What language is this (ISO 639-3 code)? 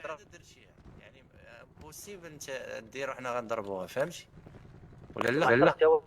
ary